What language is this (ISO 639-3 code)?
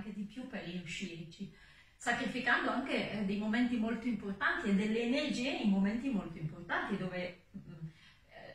ita